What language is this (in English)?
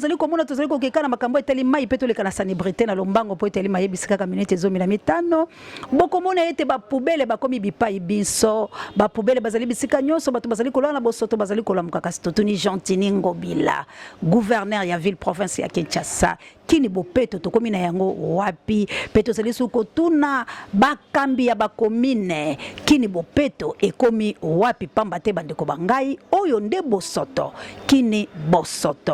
Lingala